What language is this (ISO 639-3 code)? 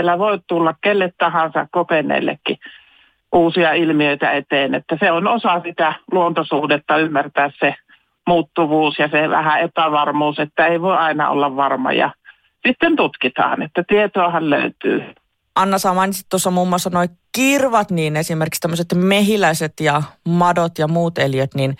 fin